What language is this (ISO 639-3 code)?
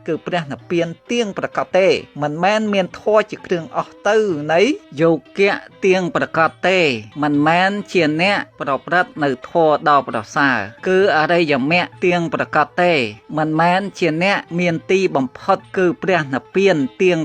khm